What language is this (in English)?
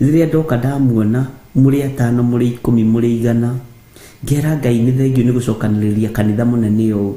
Kikuyu